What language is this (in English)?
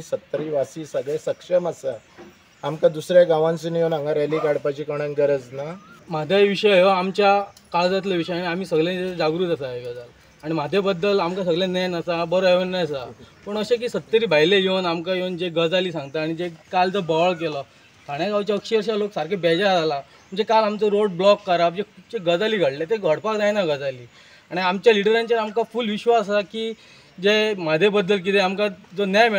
Konkani